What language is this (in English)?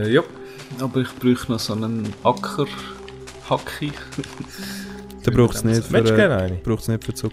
Swiss German